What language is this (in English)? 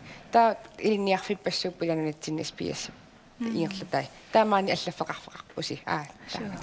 Kalaallisut